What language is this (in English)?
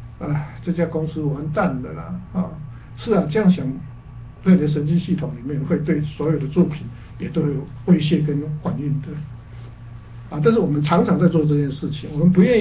Chinese